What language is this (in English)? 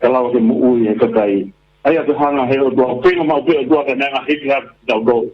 Tongan